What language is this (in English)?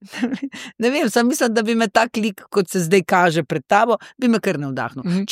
Slovenian